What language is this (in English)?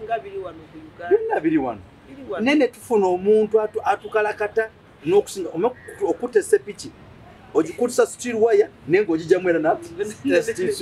Ganda